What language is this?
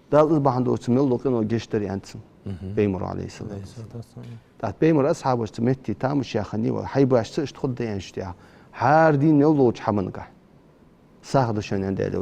Ingush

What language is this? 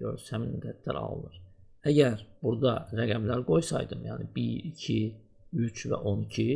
Azerbaijani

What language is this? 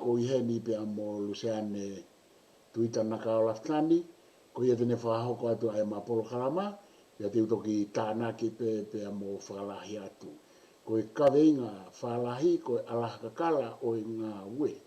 Tongan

